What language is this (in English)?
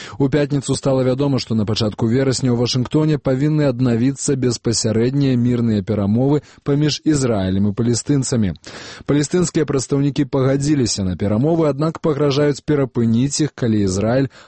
Belarusian